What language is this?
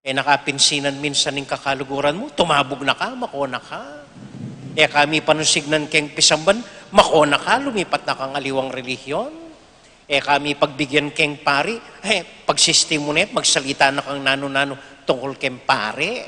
Pampanga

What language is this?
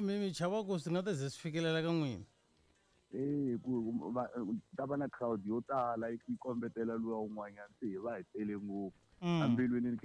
Tsonga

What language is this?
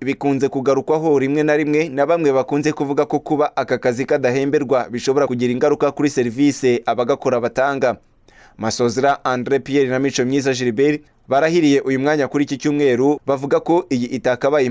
Kinyarwanda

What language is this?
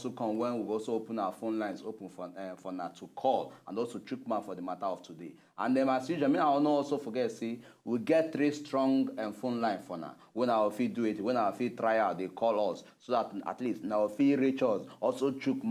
Nigerian Pidgin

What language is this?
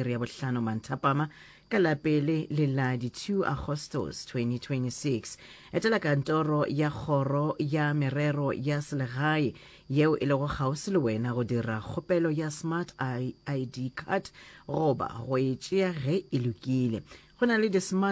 Northern Sotho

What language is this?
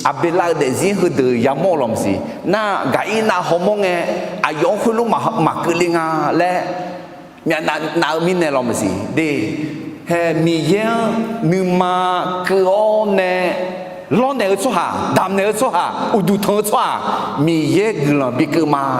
Akha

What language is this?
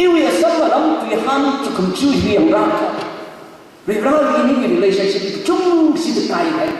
Tangkhul Naga (India)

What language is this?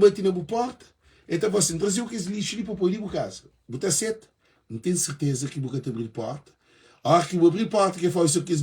Kabuverdianu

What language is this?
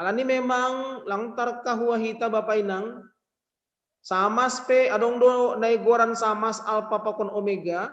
Batak Simalungun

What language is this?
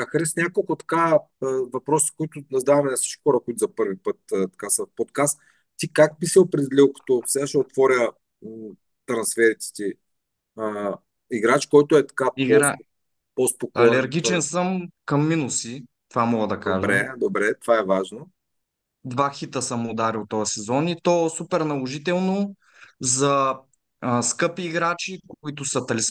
Bulgarian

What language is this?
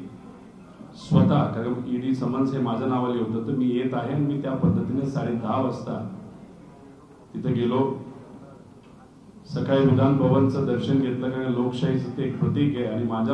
Marathi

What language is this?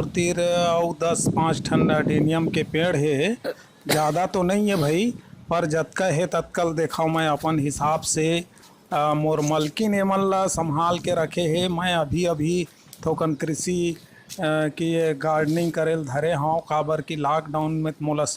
Chhattisgarhi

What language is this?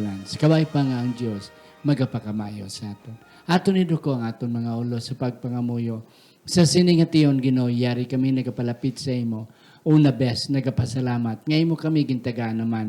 Hiligaynon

